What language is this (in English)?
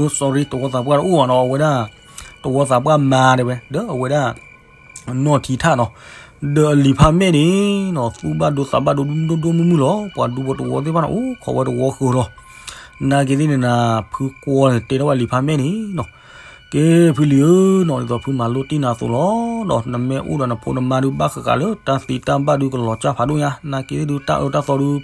S'gaw Karen